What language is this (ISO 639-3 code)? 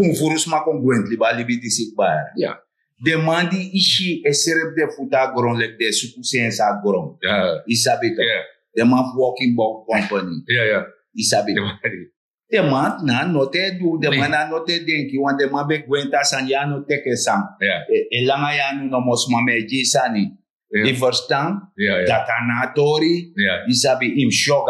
srn